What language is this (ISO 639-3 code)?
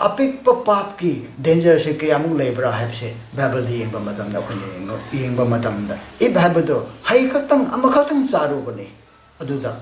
mni